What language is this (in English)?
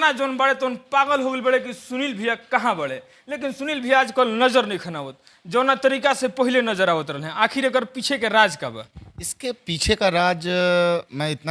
Bhojpuri